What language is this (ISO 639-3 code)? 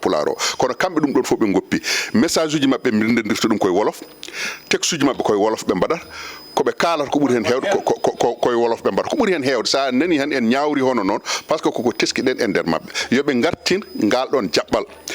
ful